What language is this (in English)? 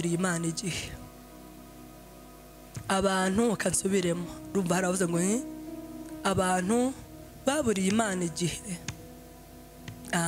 Kinyarwanda